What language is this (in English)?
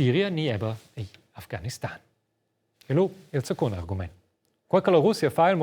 Romansh